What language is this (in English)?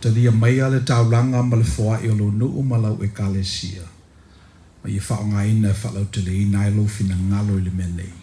Samoan